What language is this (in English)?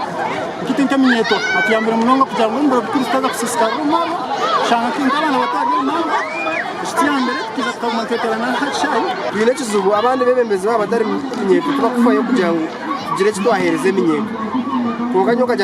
Nyankole